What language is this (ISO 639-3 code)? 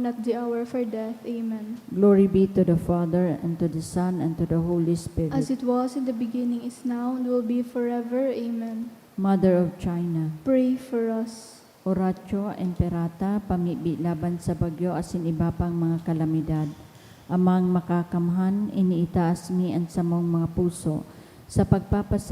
bik